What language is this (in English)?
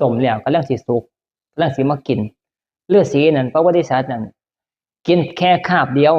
Northeastern Thai